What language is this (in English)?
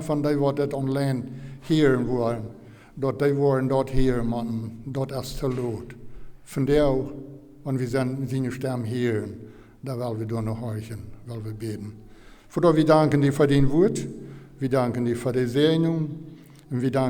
Plautdietsch